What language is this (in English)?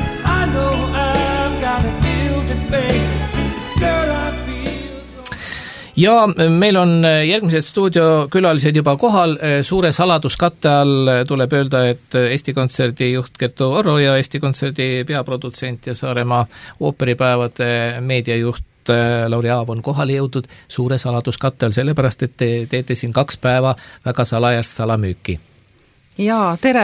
Estonian